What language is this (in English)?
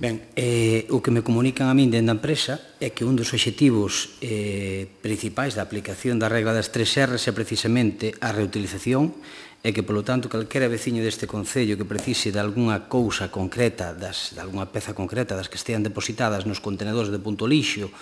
Galician